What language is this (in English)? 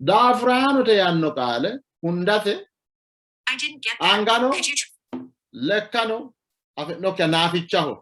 Sidamo